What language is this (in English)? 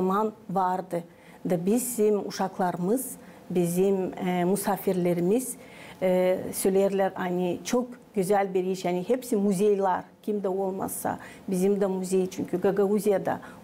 Gagauz